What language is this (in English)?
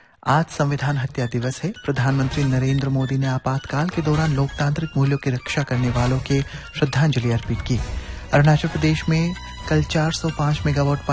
Hindi